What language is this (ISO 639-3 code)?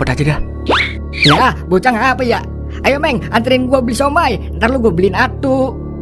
bew